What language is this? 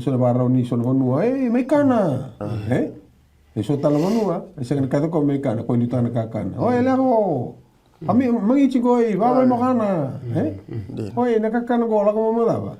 Fijian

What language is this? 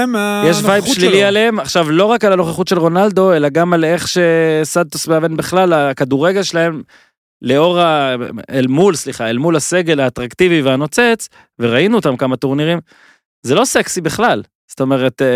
Hebrew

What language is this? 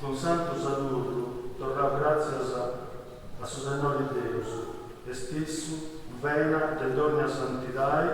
Sardinian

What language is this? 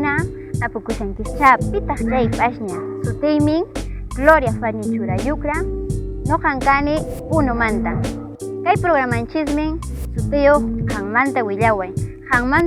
Quechua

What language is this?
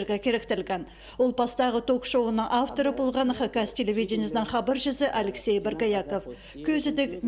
Khakas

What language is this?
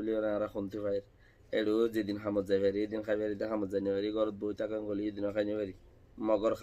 Rohingya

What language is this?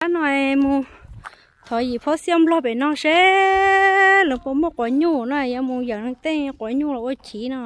Hmong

